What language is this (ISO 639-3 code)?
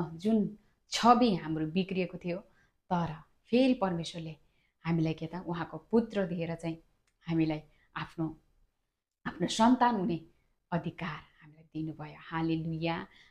nep